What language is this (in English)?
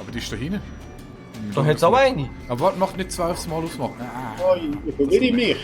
Swiss German